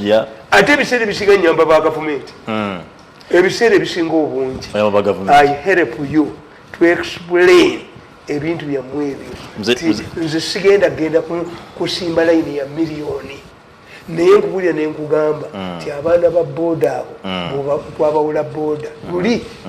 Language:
Ganda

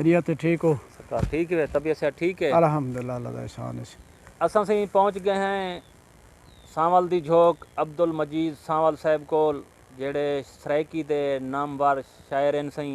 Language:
Saraiki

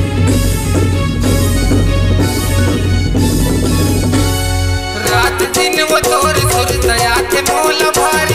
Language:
Chhattisgarhi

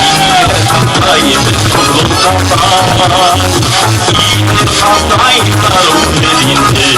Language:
Bashkir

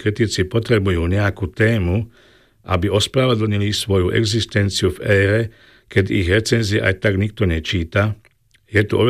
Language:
Slovak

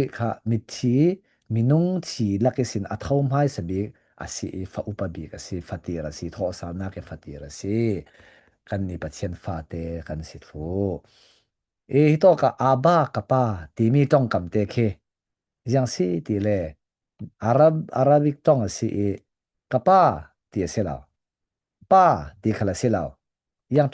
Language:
Falam Chin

